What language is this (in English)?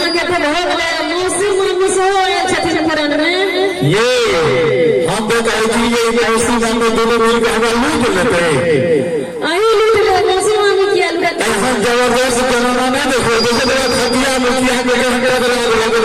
Maithili